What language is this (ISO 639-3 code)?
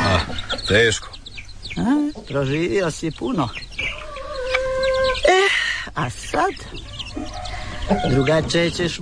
hrv